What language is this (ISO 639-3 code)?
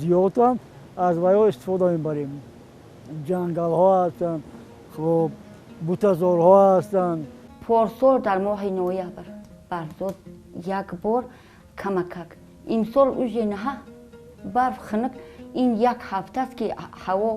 tgk